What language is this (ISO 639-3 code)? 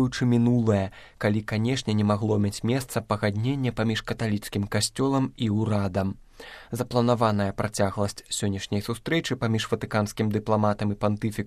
bel